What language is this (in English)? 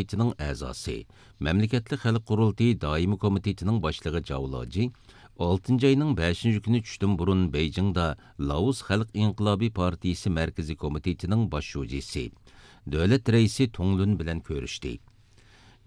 Uyghur